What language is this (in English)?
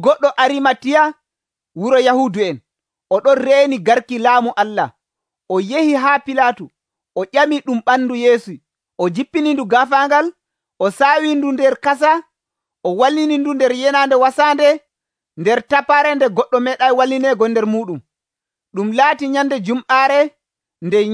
Nigerian Fulfulde